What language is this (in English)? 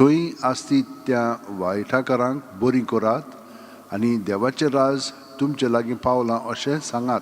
Konkani